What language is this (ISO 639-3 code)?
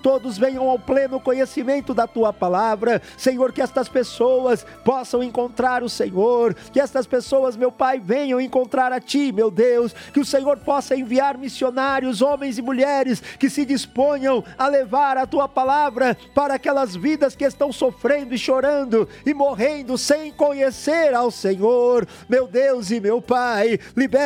por